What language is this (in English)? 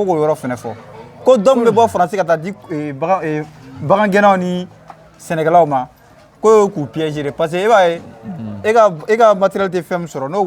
Bambara